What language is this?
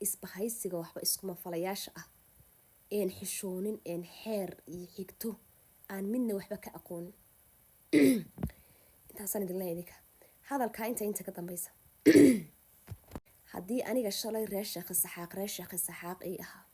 Somali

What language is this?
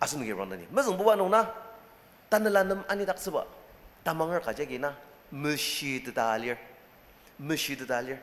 Ao Naga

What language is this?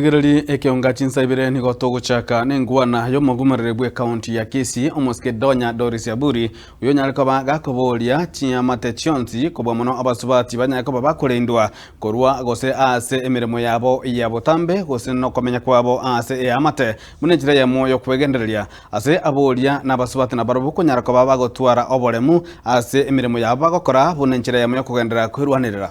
Gusii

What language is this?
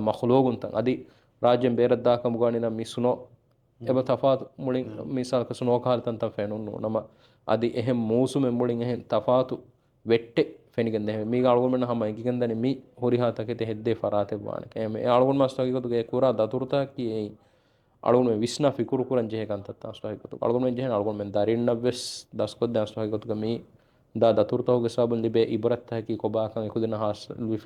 Divehi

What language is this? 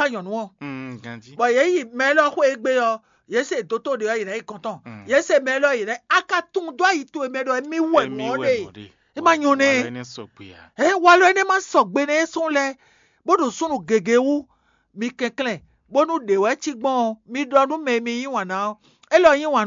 Fon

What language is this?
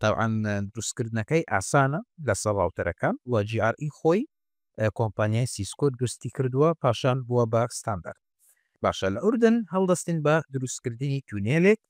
Central Kurdish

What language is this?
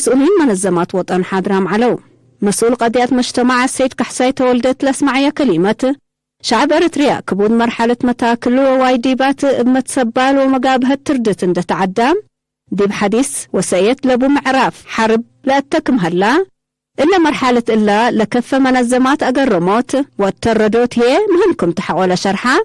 Tigre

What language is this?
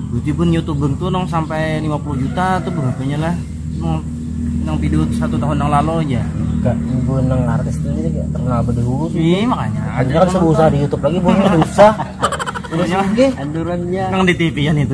Banjar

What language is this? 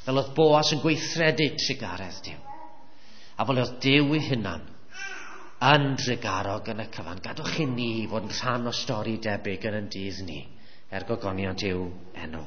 Welsh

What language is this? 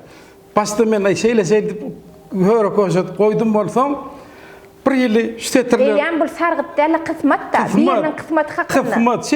Turkmen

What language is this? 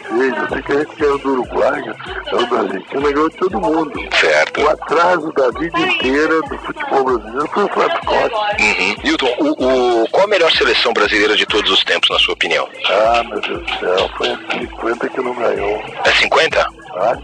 Portuguese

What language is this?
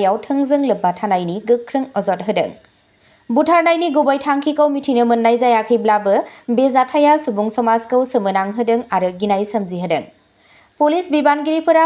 Bodo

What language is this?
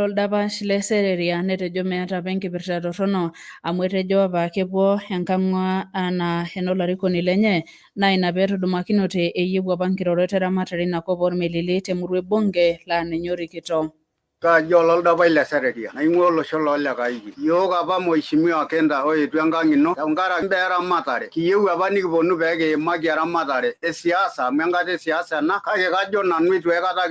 Masai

